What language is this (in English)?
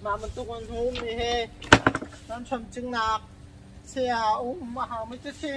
Hakha Chin